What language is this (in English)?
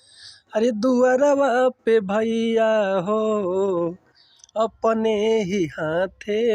Bhojpuri